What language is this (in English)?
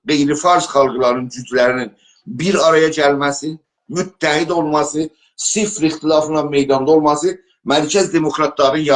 South Azerbaijani